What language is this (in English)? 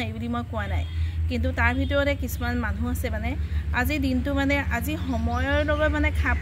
Assamese